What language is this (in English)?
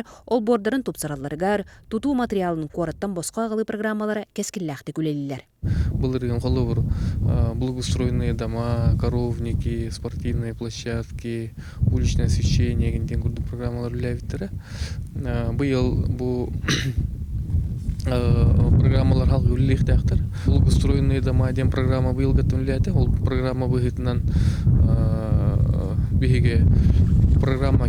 Yakut